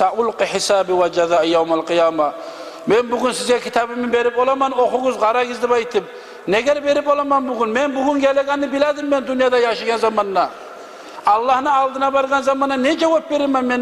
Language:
Kumyk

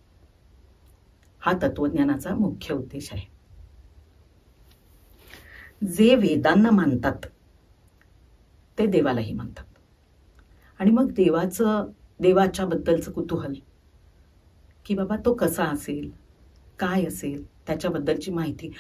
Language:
Marathi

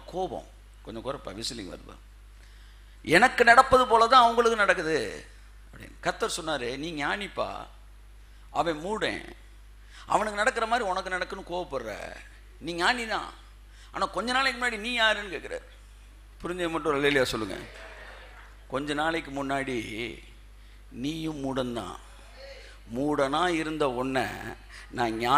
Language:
Tamil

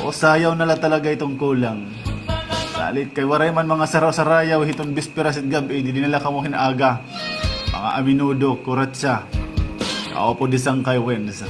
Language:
Waray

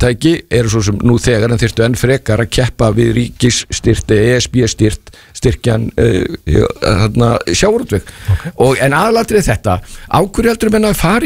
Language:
Icelandic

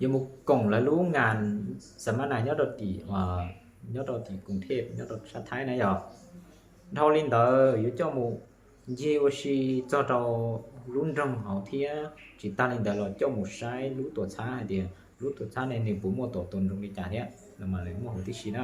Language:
Hmong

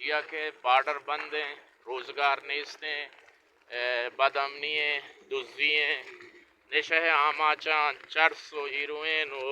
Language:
Baluchi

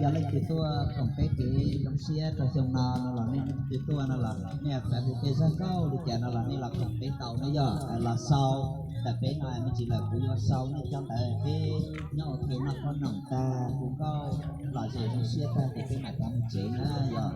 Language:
Hmong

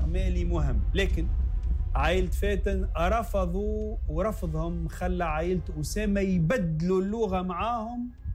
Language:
Tunisian Arabic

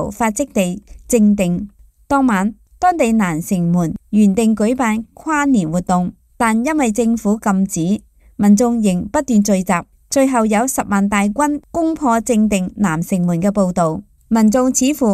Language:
Cantonese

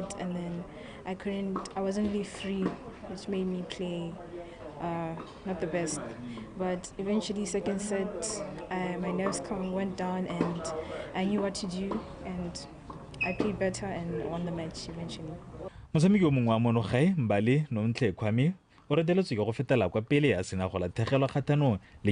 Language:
Tswana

